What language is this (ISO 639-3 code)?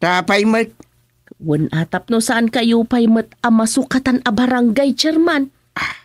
ilo